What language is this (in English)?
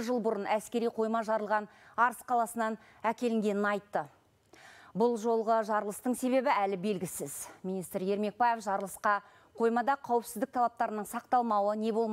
Kazakh